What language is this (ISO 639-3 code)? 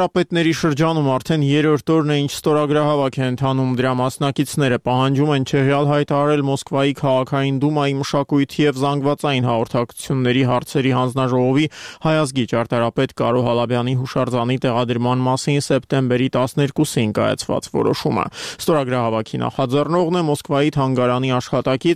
hye